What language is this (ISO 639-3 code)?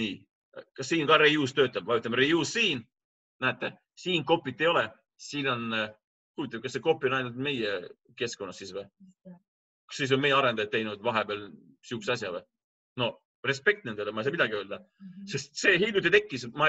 est